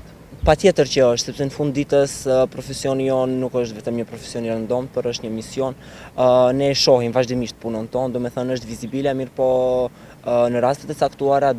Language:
Albanian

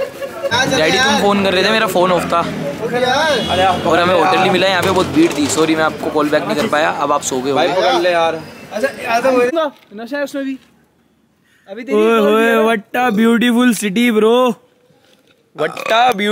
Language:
Hindi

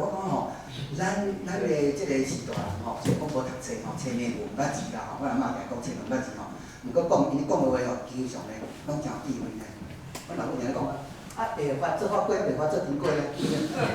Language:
Min Nan Chinese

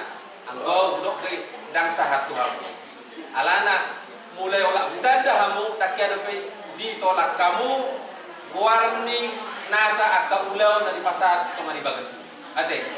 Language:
Batak Toba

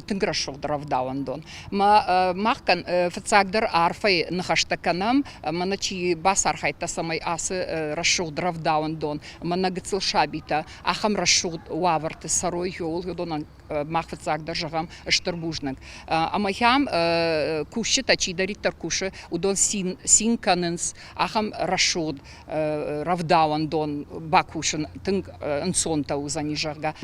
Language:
Ossetic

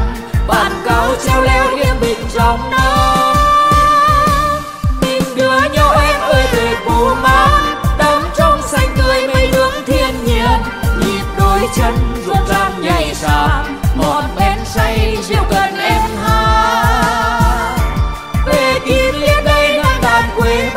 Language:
Vietnamese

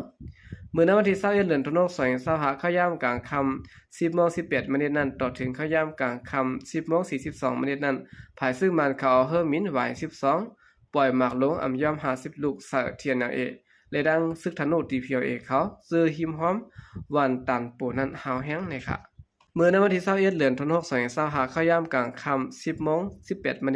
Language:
Shan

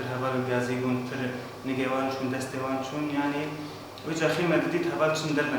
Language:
Kurdish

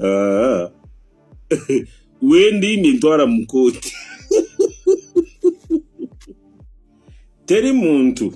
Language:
Ganda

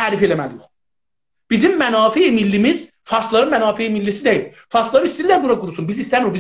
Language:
South Azerbaijani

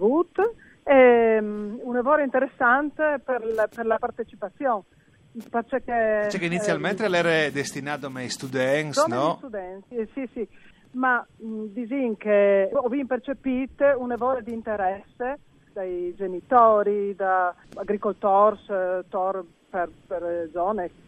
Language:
Friulian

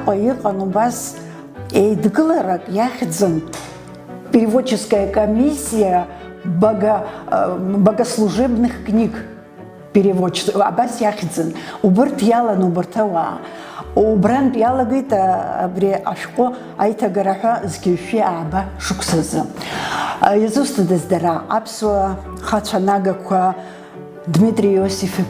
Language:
Abkhazian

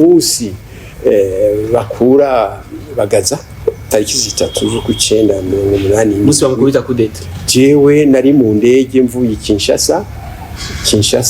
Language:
Rundi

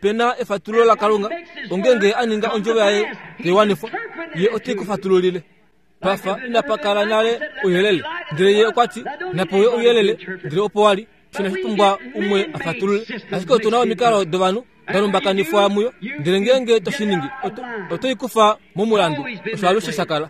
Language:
Kuanyama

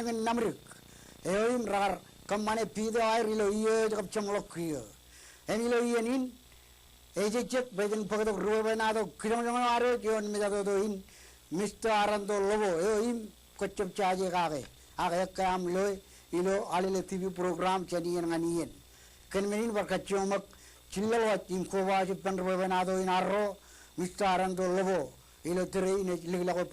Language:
Marshallese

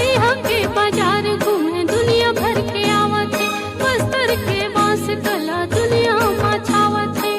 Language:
Chhattisgarhi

